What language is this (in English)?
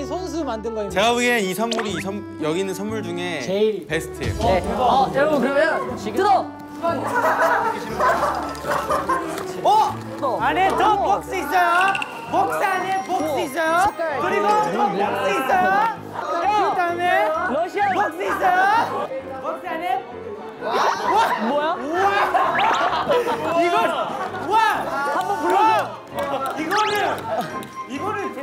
Korean